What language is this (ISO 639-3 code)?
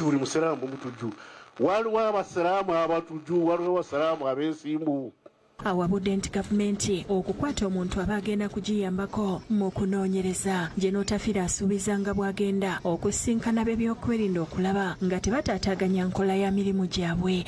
lug